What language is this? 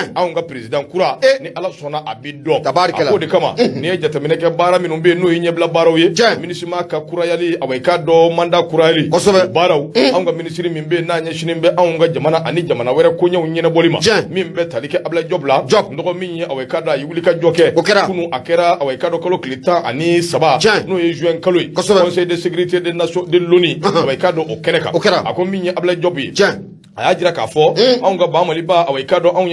Bambara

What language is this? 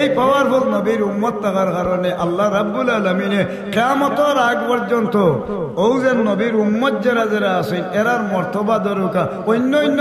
Sylheti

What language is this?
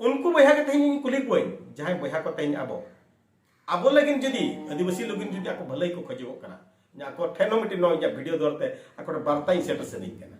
Santali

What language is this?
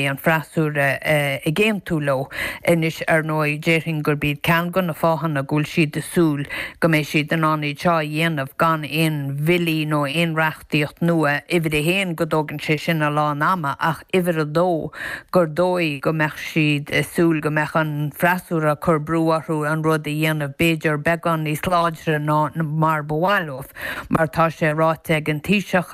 Irish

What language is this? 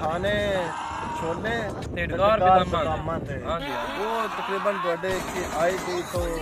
Punjabi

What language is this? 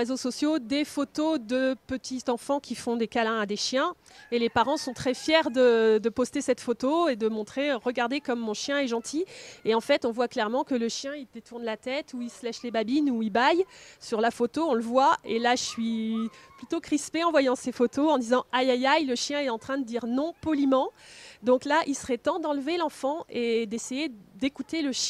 French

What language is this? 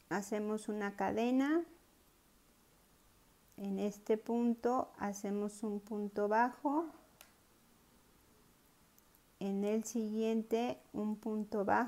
Spanish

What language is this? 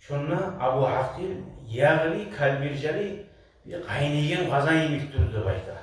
Kumyk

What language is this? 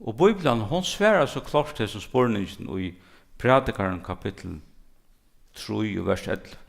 Faroese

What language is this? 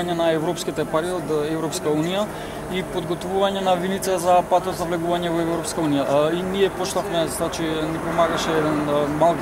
Macedonian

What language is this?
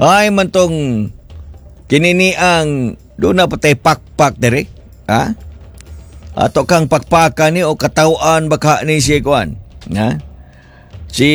Cebuano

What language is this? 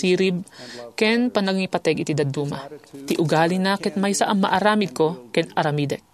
Iloko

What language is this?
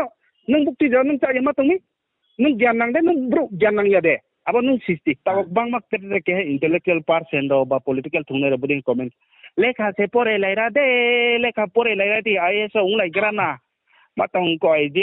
Riang (India)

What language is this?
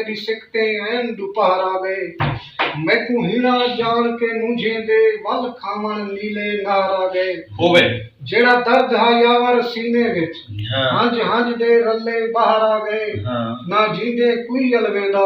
Saraiki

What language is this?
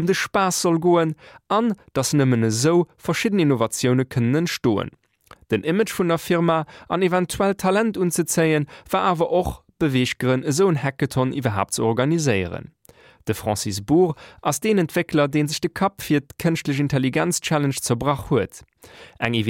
Luxembourgish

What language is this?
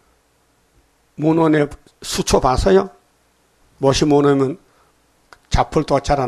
Korean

